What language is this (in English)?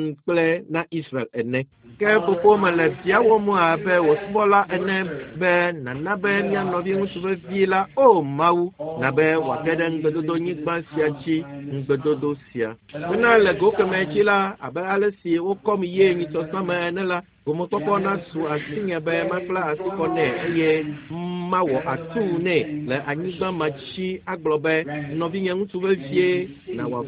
Ewe